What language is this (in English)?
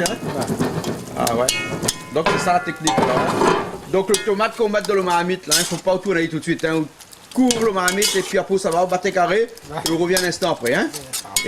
Réunion Creole French